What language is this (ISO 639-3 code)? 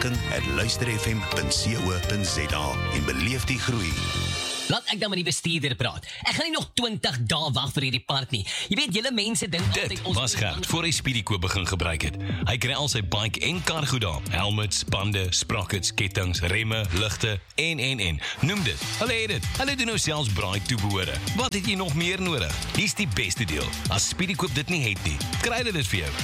afr